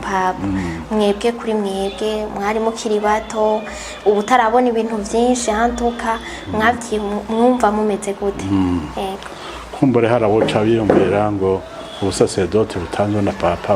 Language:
Rundi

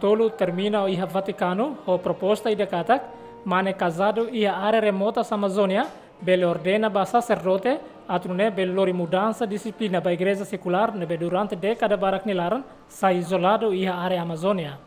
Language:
Tetum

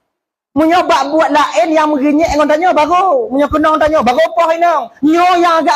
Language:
Achinese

